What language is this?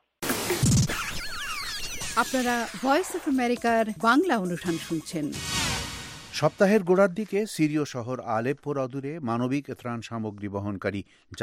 Bangla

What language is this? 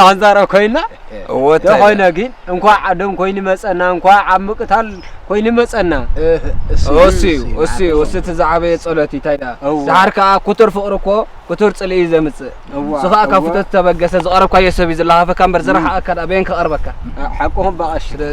Tigrinya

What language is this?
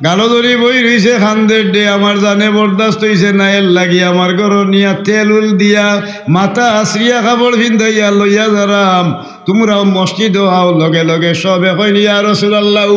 Sylheti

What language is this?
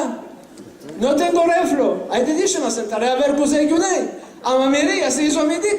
Ladino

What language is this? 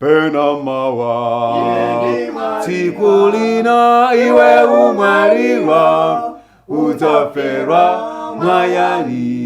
Nyanja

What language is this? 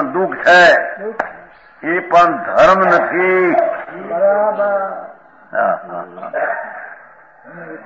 Gujarati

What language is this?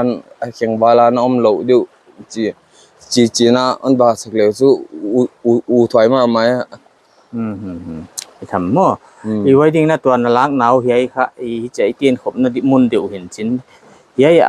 Paite Chin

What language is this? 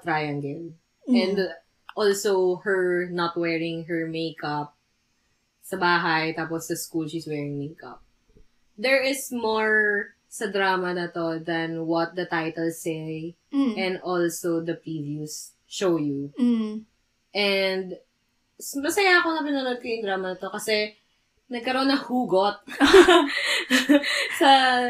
Filipino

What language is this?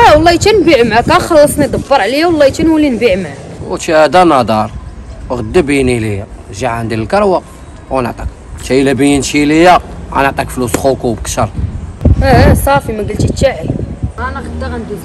Moroccan Arabic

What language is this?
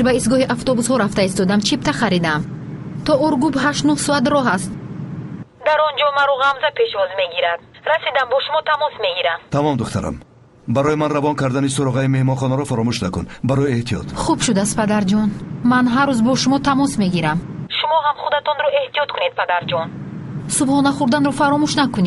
Tajik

